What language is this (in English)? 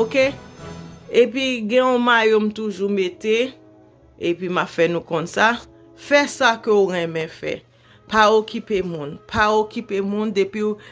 Haitian Creole